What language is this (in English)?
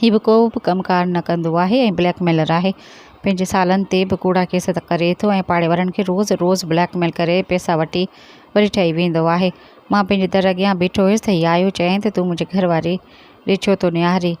Sindhi